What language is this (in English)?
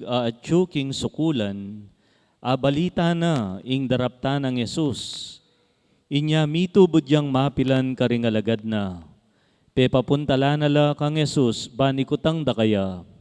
Pampanga